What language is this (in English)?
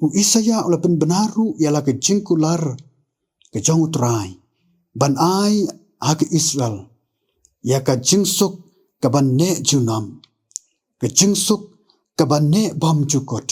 Khasi